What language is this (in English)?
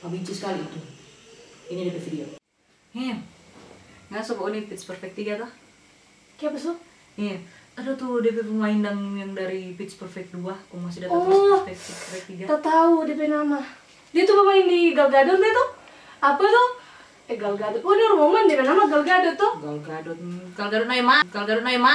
Manado Malay